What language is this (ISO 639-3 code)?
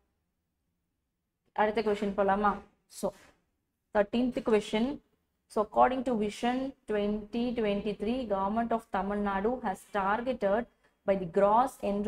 tam